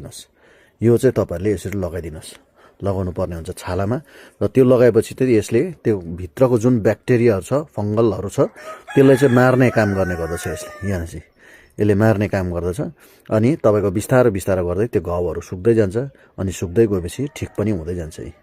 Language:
Nepali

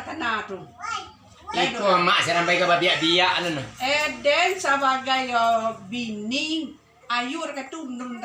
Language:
Minangkabau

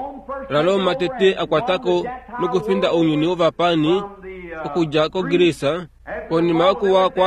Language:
Kuanyama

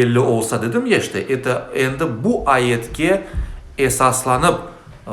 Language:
Crimean Tatar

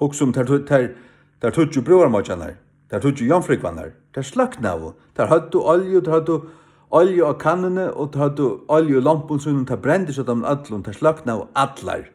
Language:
Faroese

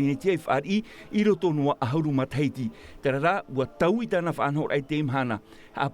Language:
Tahitian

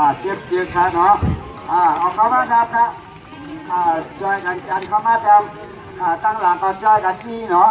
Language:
Shan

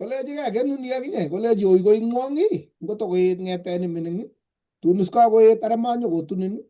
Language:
Kalenjin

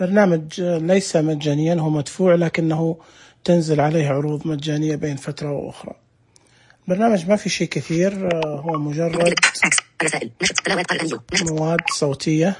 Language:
Najdi Arabic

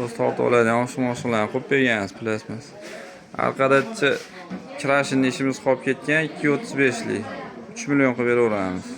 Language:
Uzbek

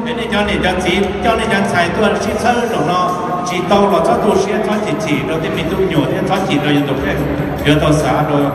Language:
Hmong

